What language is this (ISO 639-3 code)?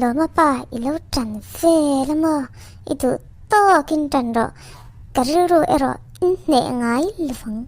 lus